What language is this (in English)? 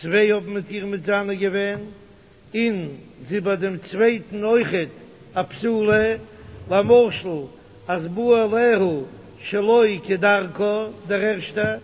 Yiddish